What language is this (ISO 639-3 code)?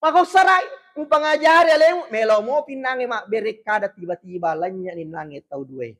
bug